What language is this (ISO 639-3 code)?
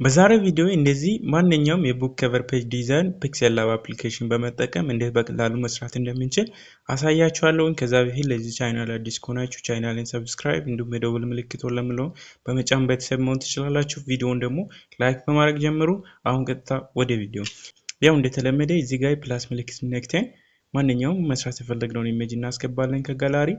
amh